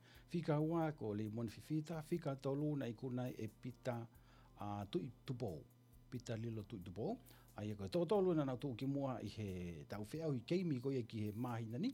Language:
Tongan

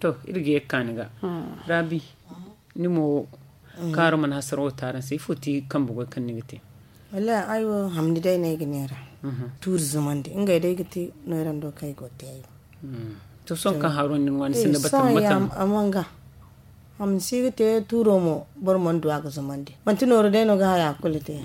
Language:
Zarma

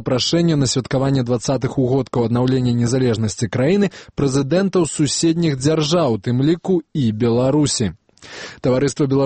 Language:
Belarusian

